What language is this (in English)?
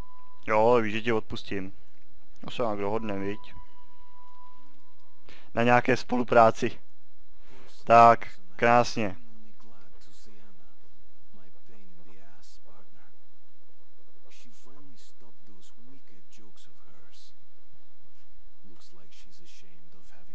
Czech